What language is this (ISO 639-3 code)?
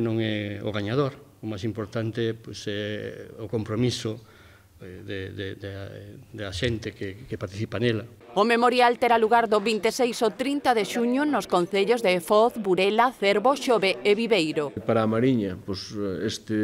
glg